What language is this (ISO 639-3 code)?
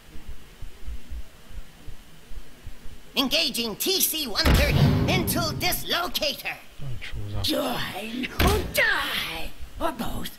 ces